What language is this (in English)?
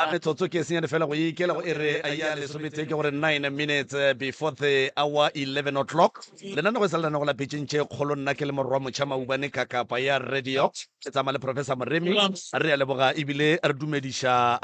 Northern Sotho